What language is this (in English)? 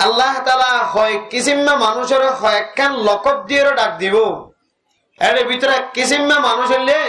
Rohingya